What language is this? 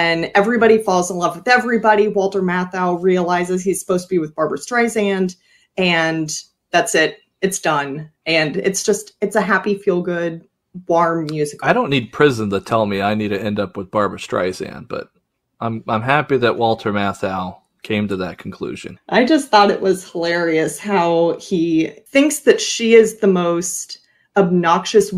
English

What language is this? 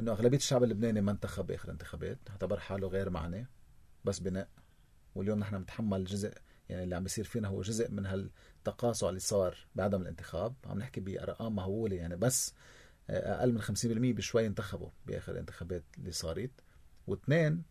North Levantine Arabic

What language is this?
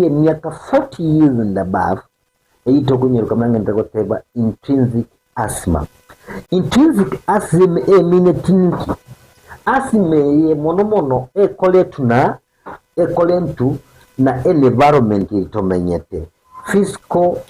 Gusii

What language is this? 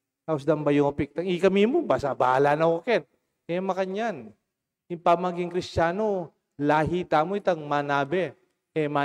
Pampanga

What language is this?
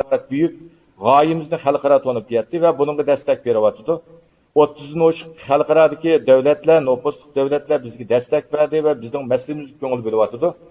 Uyghur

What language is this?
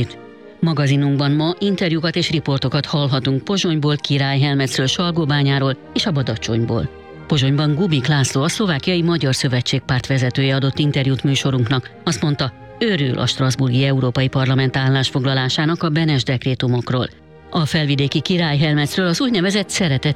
Hungarian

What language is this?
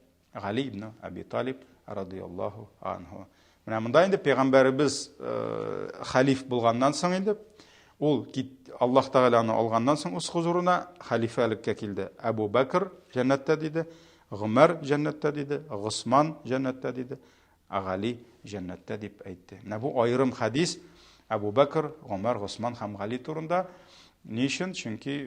Tatar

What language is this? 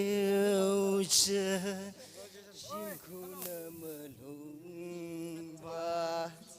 Tangkhul Naga (India)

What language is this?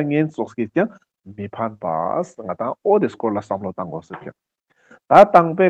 Ladakhi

